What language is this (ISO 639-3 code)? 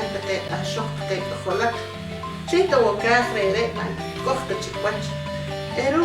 poh